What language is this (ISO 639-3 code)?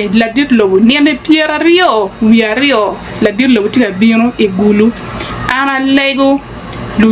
ach